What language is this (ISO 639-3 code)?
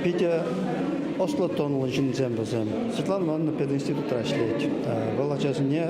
chv